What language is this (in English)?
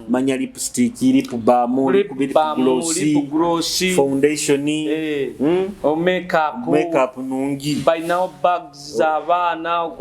Nyoro